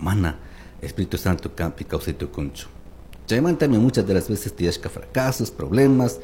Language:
Chimborazo Highland Quichua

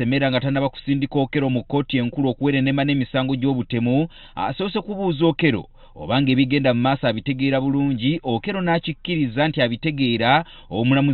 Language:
Ganda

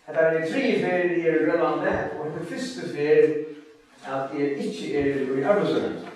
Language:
Faroese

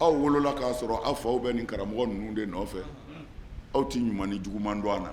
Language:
Bambara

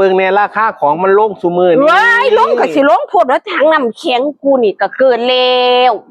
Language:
Northeastern Thai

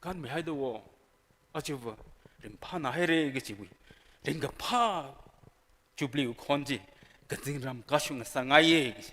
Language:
Tangkhul Naga (India)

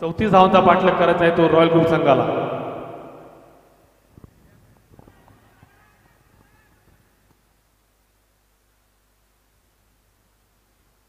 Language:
Marathi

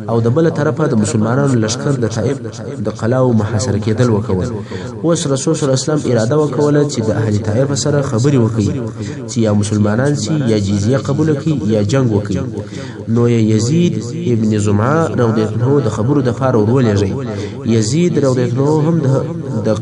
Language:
Pashto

